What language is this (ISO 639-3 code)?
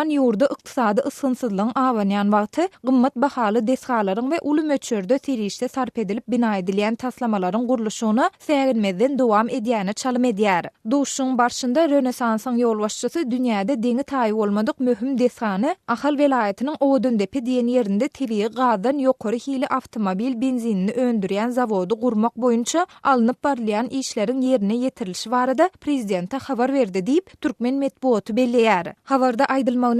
tuk